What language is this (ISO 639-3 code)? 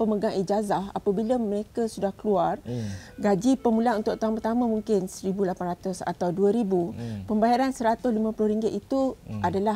msa